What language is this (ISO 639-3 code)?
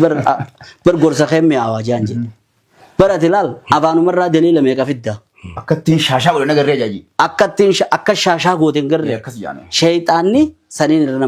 orm